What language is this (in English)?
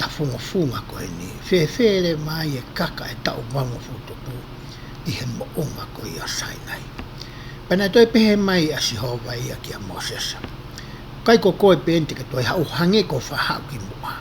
Tongan